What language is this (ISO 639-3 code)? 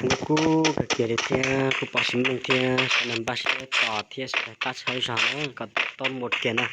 hmn